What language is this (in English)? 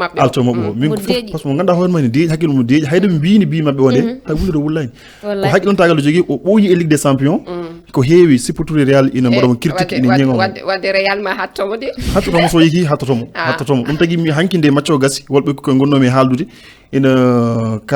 Fula